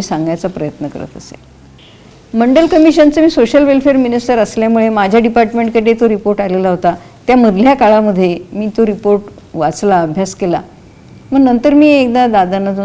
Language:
Marathi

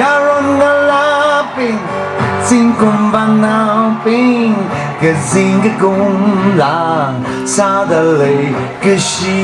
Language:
Tangkhul Naga (India)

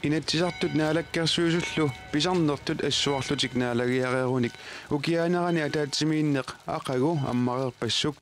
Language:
Kalaallisut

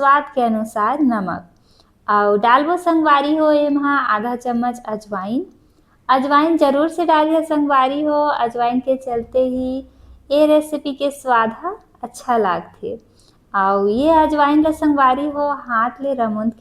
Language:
Chhattisgarhi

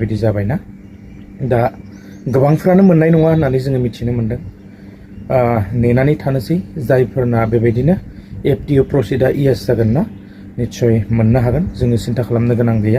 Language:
Bodo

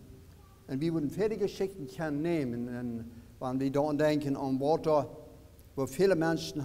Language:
Plautdietsch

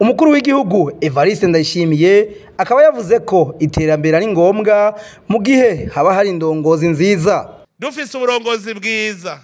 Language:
Rundi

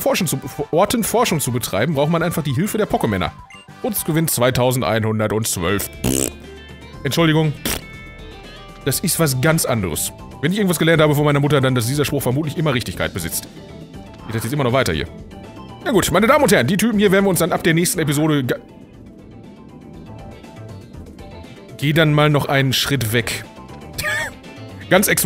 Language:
German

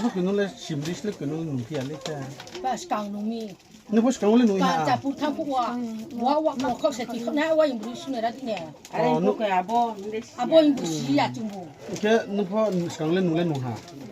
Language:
Riang (India)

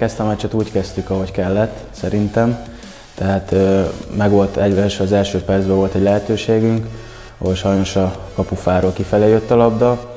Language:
Hungarian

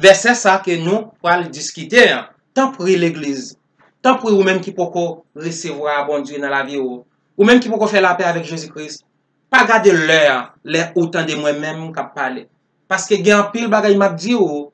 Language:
Haitian Creole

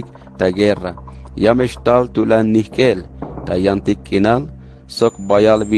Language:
Tzeltal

